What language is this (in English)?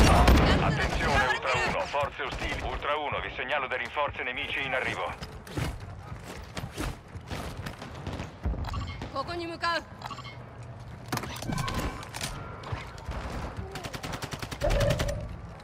Italian